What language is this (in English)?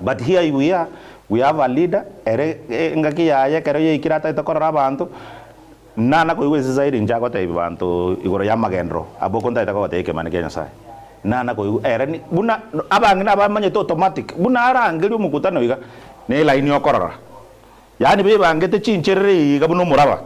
Gusii